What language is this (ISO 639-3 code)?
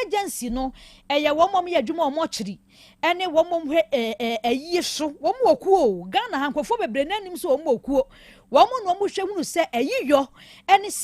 aka